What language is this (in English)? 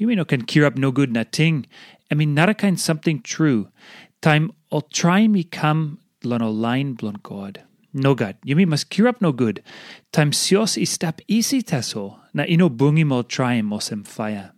Tok Pisin